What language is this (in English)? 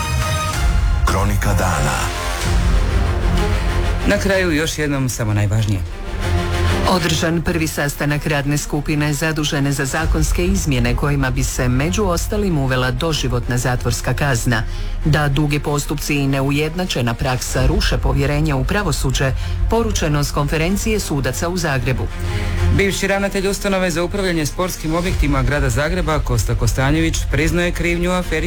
Croatian